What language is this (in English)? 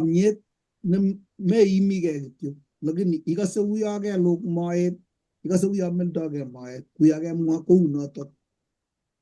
Kalenjin